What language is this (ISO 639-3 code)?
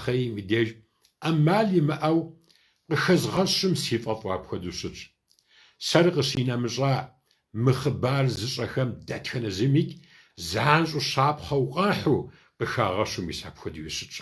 kbd